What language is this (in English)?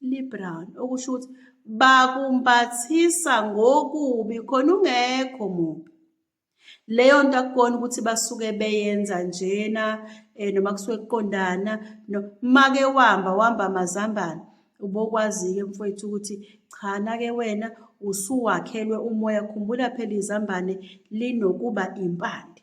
Zulu